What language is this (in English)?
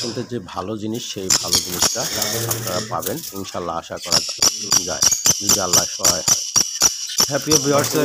Bangla